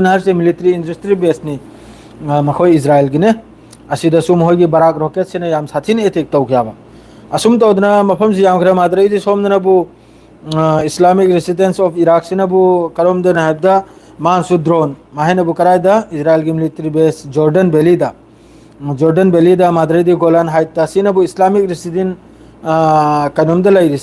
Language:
Manipuri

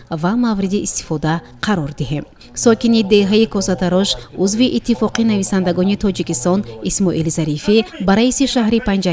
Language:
Tajik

